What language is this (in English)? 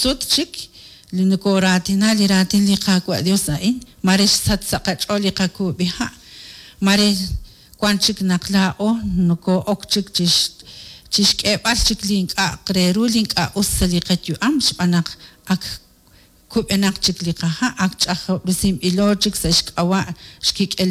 Kekchí